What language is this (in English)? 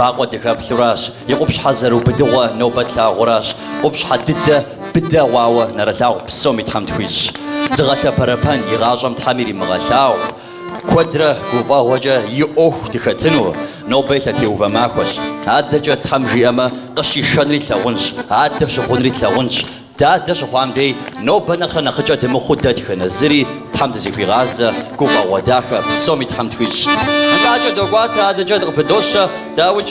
Kabardian